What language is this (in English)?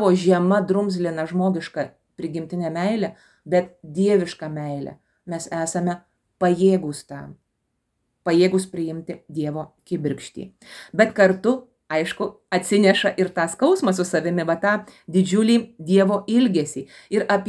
Lithuanian